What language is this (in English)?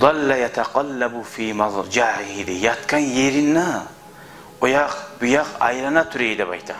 Kumyk